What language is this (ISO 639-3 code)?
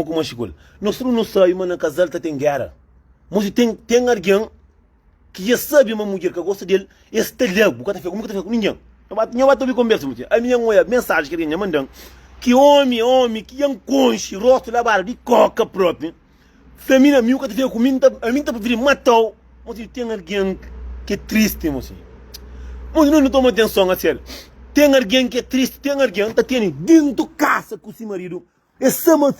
kea